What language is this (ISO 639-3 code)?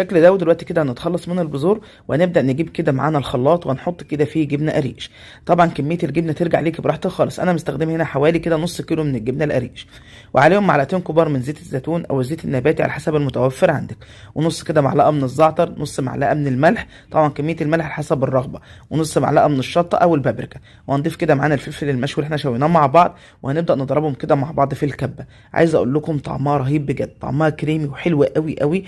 arz